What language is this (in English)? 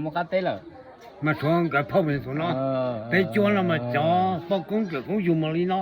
Hmong